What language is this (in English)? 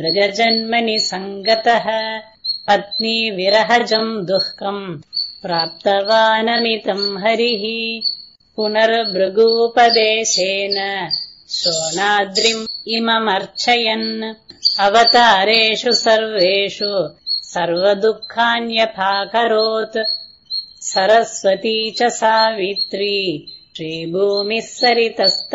Sanskrit